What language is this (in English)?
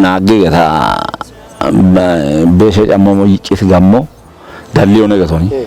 Kafa